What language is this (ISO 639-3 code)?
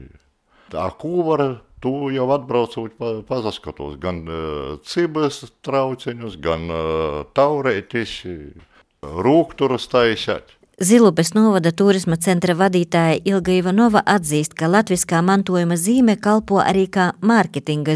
lav